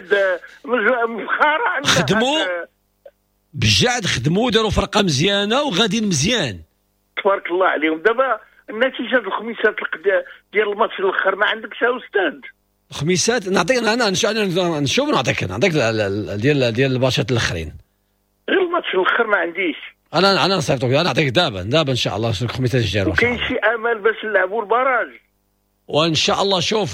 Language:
Moroccan Arabic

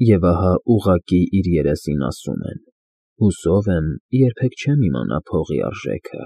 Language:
Armenian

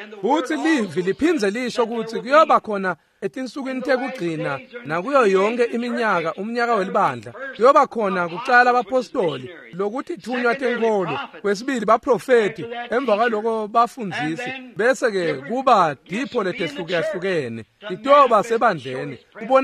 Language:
Swati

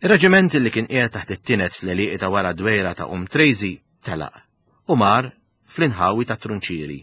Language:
Maltese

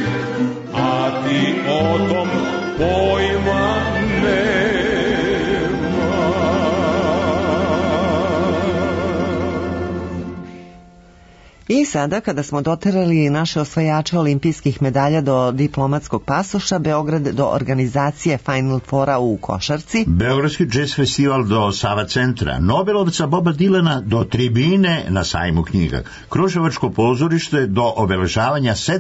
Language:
Serbian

